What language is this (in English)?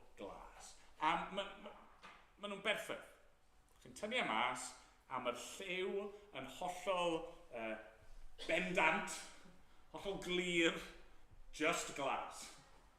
Welsh